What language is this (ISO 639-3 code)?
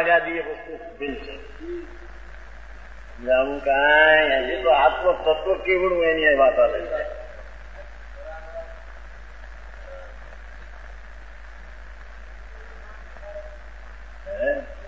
guj